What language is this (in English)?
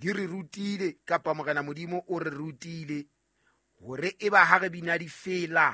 Southern Sotho